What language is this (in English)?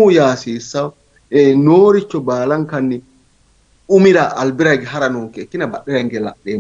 Sidamo